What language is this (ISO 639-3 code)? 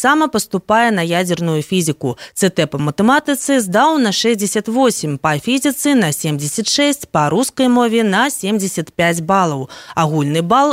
bel